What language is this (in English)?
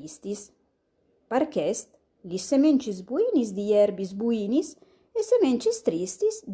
Friulian